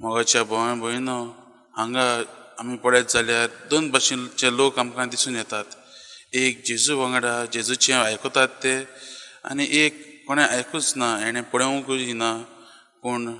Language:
Konkani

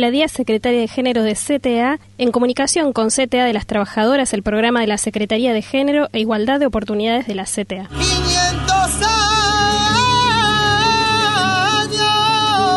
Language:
Spanish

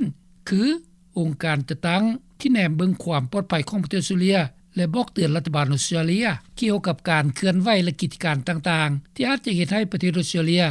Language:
Lao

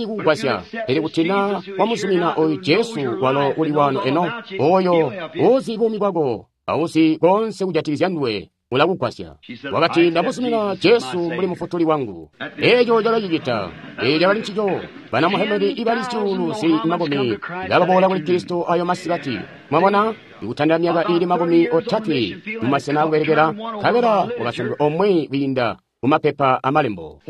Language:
Tonga (Zambia)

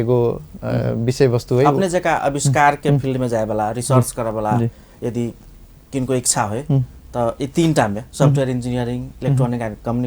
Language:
Maithili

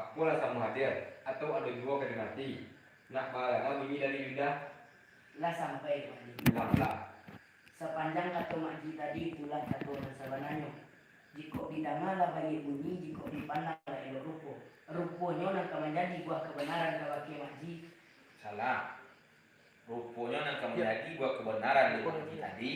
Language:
Minangkabau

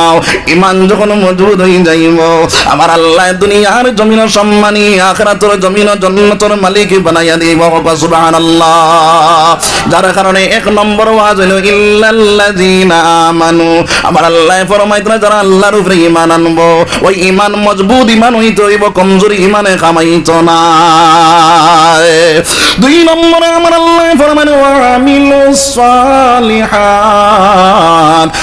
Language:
Sylheti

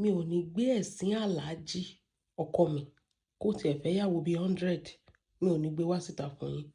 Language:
Yoruba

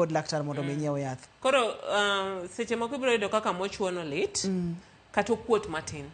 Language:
Luo (Kenya and Tanzania)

